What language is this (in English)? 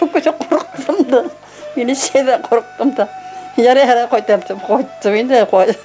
Bashkir